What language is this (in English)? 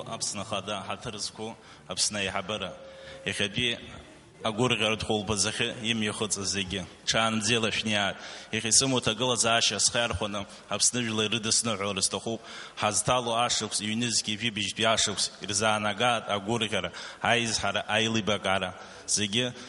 Abkhazian